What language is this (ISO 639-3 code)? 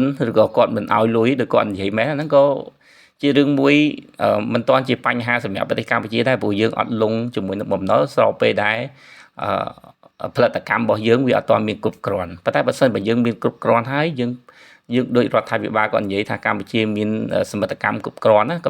khm